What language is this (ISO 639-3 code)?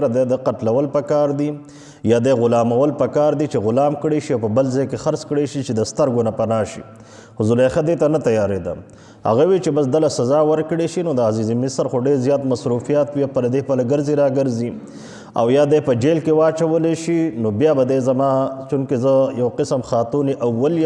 pus